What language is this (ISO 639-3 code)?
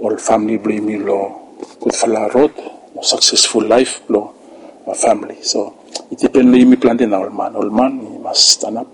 bis